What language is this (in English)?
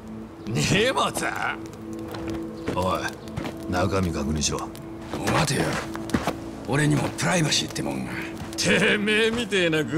Japanese